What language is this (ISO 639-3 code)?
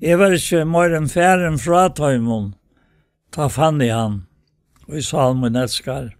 fao